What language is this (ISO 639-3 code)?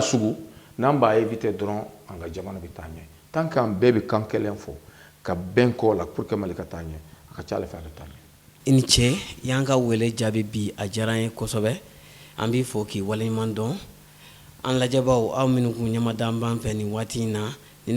bam